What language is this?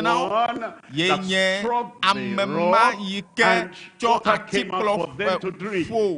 Ewe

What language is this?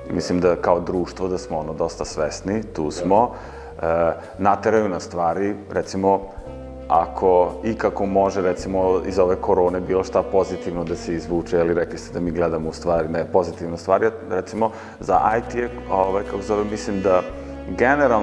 Serbian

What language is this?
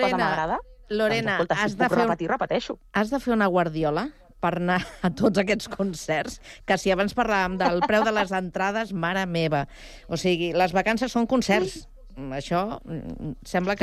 Catalan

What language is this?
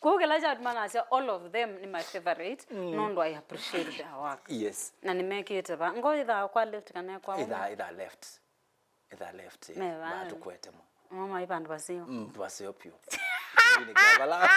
Kamba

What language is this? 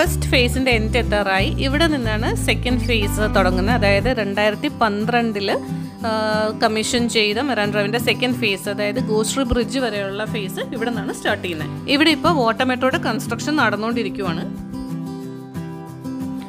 Malayalam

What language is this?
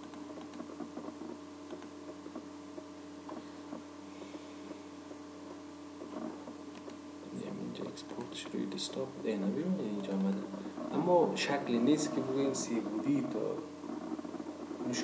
Persian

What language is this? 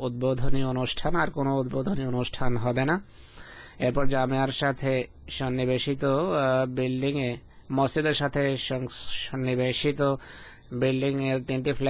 Bangla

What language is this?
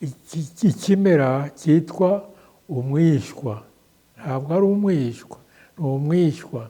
Kinyarwanda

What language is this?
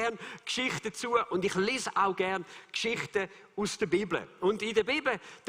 Swiss German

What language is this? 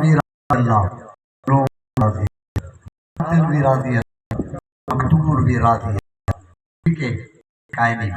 Saraiki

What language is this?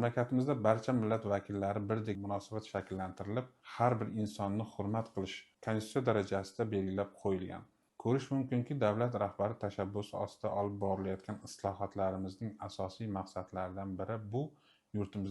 Uzbek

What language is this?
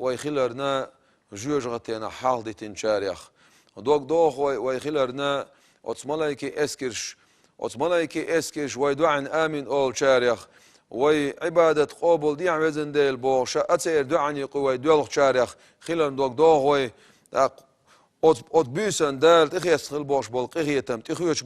Chechen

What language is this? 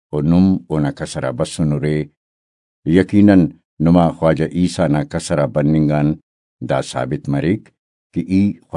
Brahui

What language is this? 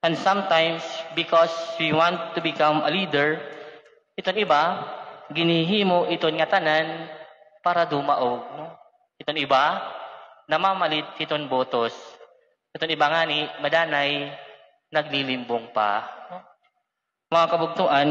Waray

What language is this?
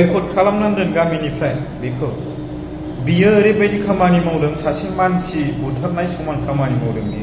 Bodo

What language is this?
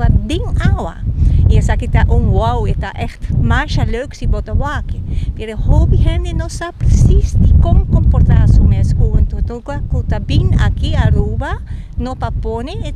Papiamento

